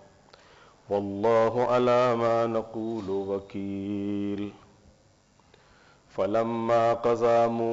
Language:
Urdu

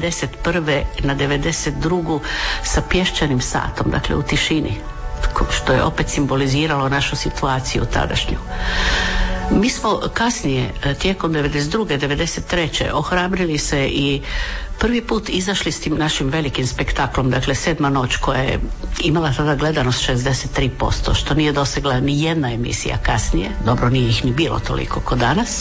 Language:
Croatian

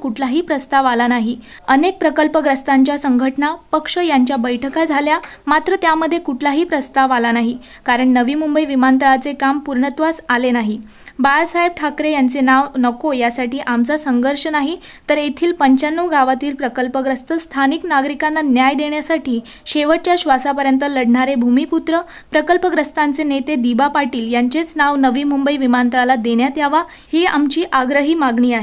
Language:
Marathi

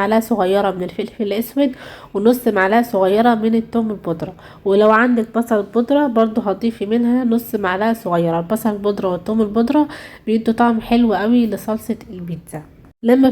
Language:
Egyptian Arabic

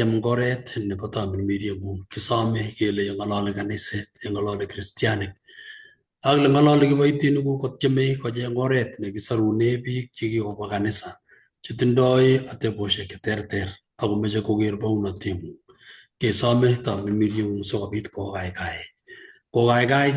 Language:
Kalenjin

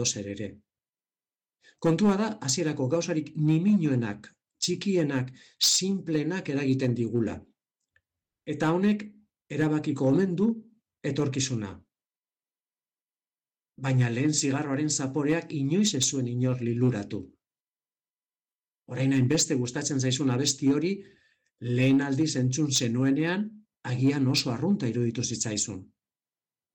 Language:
Basque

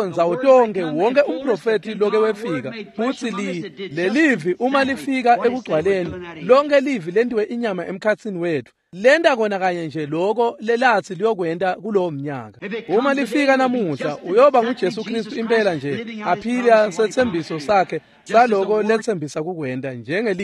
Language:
Swati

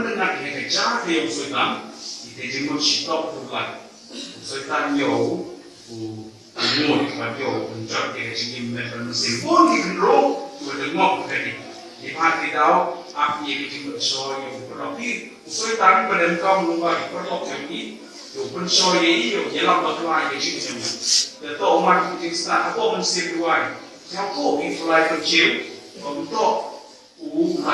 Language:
Khasi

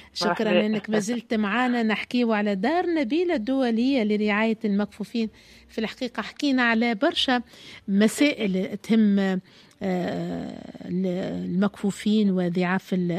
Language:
Tunisian Arabic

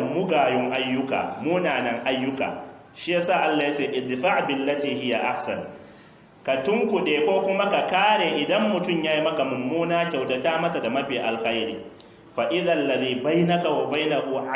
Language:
Hausa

